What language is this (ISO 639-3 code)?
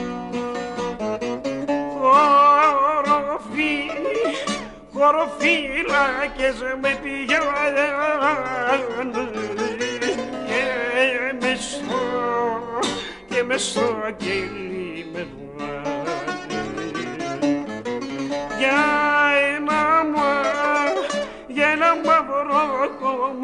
ell